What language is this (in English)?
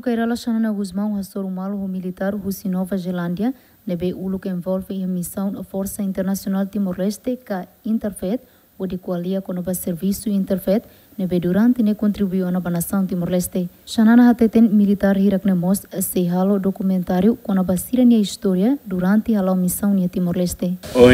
Tetum